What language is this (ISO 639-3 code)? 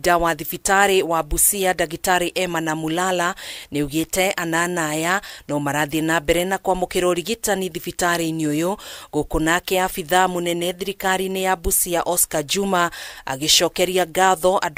kik